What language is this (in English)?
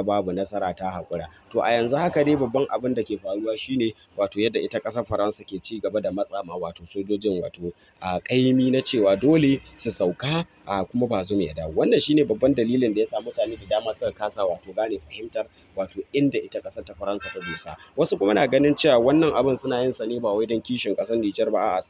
Hausa